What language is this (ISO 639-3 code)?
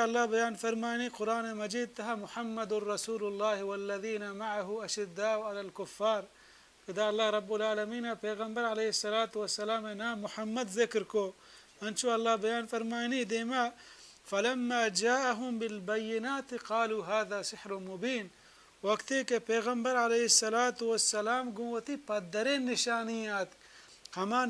bal